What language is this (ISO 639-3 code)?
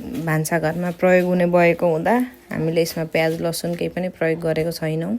nep